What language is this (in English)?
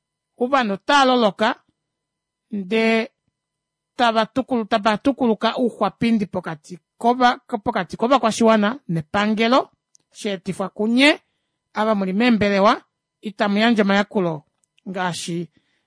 Kuanyama